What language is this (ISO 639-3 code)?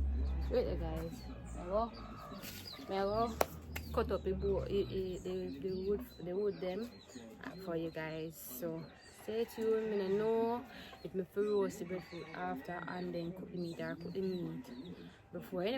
jam